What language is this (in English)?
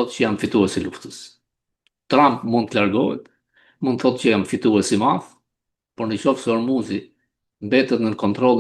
Albanian